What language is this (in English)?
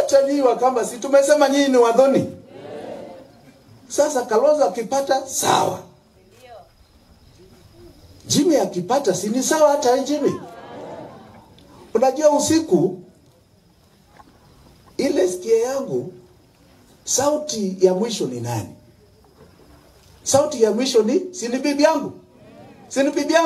Swahili